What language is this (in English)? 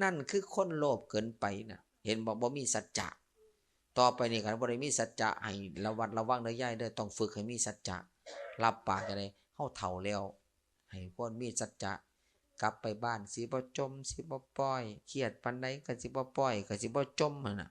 Lao